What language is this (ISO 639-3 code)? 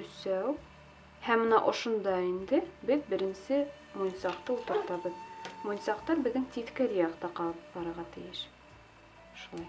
bak